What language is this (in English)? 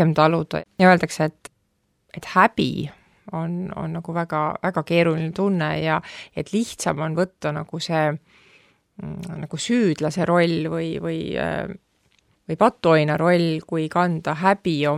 Estonian